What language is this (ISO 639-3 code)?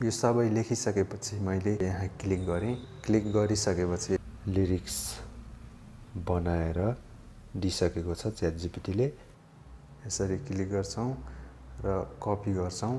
nep